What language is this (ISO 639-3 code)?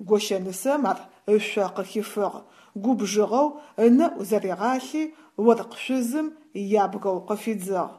ady